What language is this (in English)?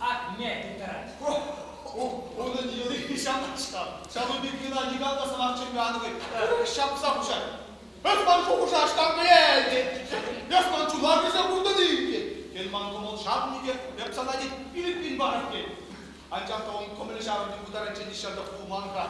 Chuvash